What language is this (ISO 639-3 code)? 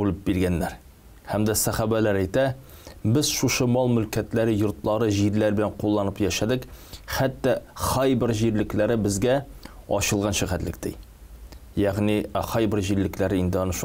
tat